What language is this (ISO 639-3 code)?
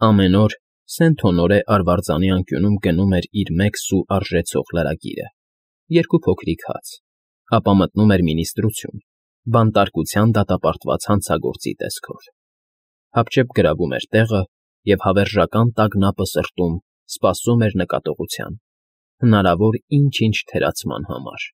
hye